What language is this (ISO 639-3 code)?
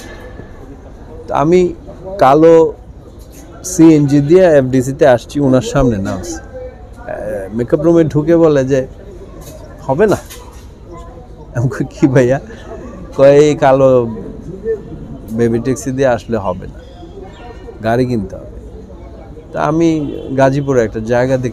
ben